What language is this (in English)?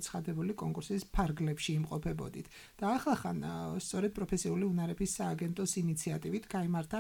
Georgian